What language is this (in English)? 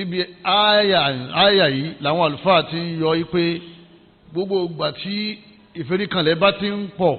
Yoruba